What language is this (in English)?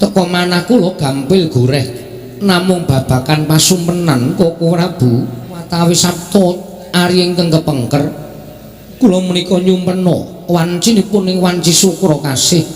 Javanese